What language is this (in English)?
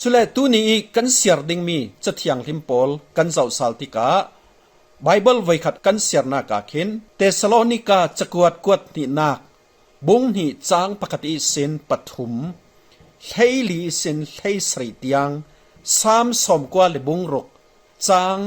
Falam Chin